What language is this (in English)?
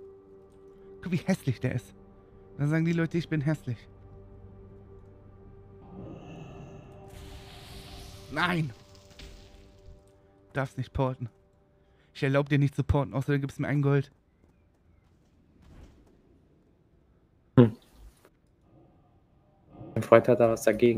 German